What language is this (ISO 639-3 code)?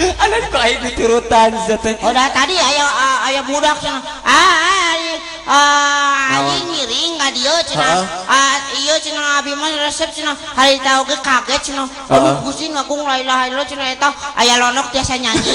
sun